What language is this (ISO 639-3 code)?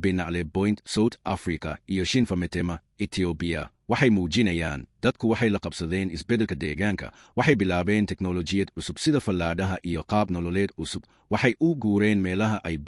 som